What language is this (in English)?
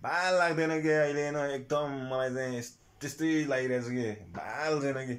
Nepali